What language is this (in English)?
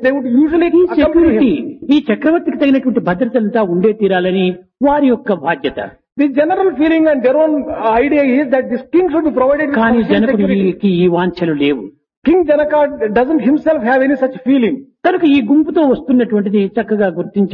Telugu